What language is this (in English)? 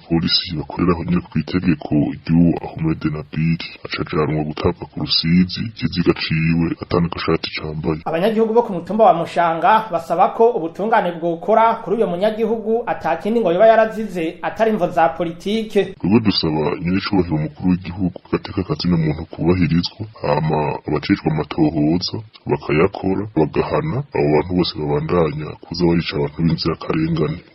Rundi